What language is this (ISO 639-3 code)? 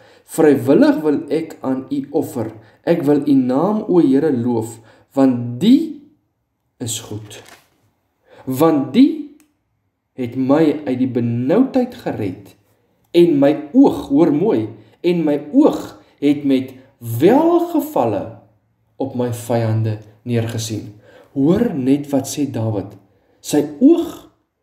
afr